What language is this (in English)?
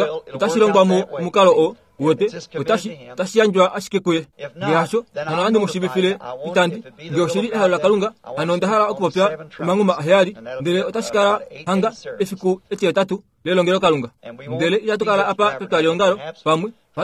Kuanyama